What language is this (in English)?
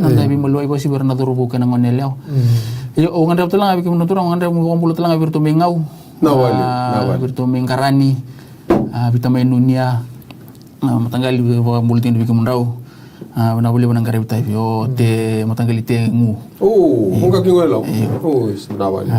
Fijian